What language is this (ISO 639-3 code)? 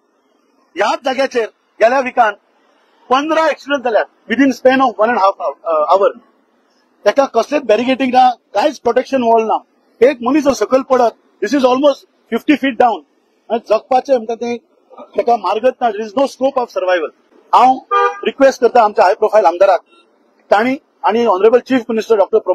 kok